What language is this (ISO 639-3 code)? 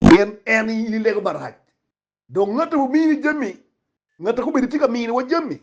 ach